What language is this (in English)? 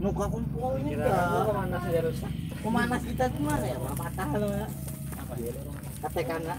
Banjar